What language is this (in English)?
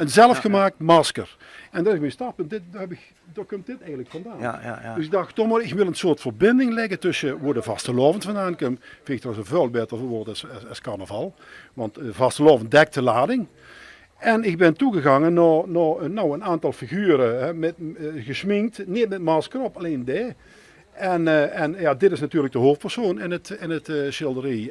Limburgish